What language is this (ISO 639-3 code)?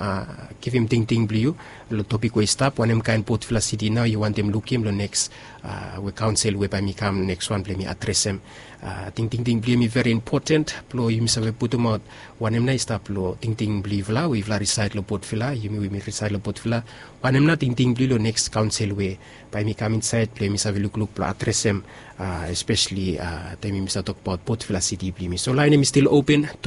bis